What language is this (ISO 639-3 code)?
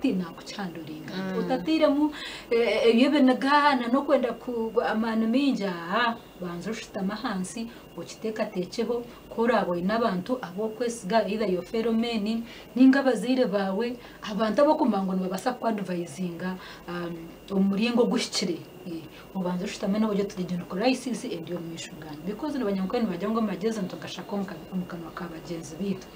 nyn